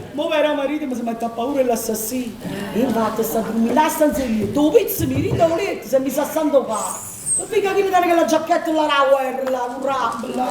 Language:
Neapolitan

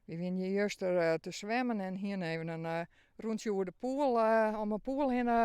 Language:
Western Frisian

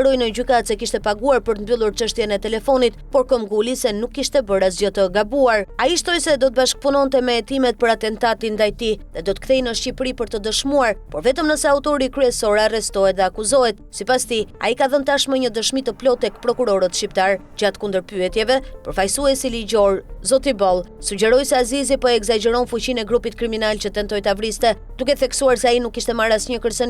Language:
Albanian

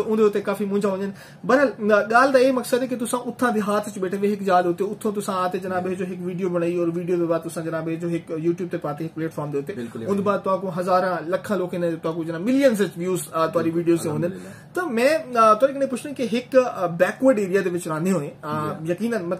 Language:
Saraiki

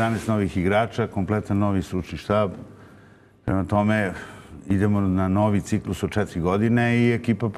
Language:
Serbian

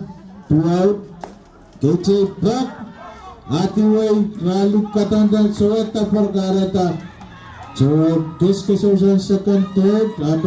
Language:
Pohnpeian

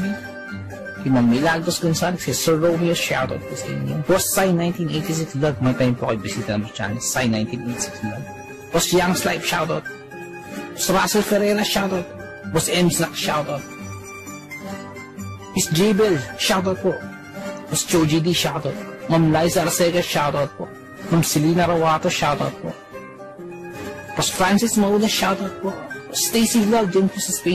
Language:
Filipino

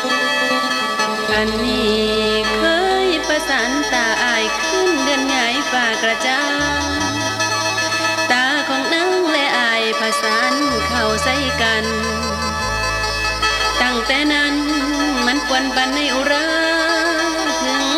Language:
Thai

